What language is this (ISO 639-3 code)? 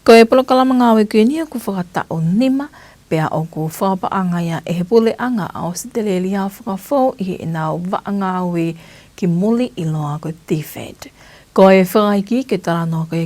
ton